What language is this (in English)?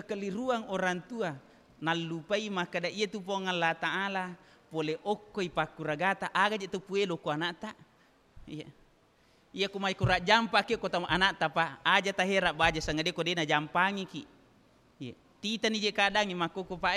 Buginese